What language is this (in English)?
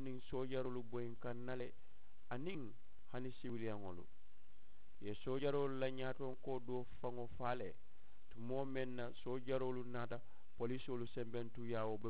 Mandingo